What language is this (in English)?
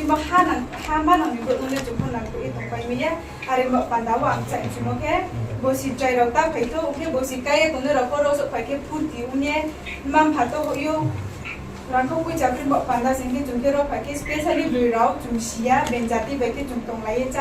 Riang (India)